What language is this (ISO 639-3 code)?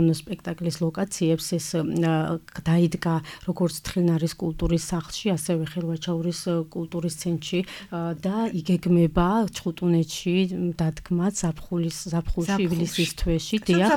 kat